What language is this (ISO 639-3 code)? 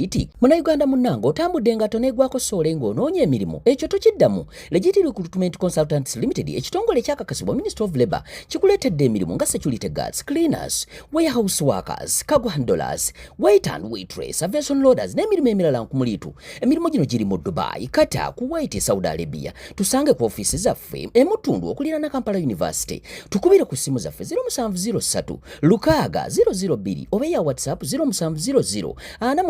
lug